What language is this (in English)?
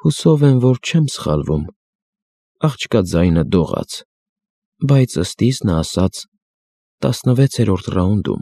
Armenian